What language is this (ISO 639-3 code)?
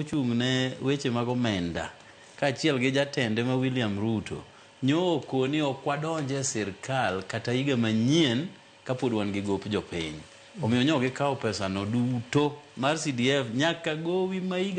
luo